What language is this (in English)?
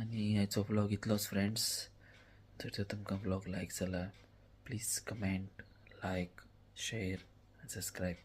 Konkani